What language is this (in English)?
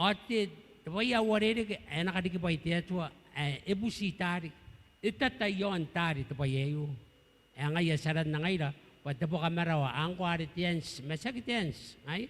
Gilbertese